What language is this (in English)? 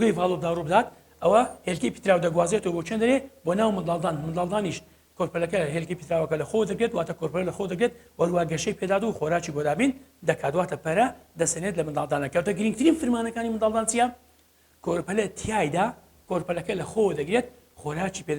Central Kurdish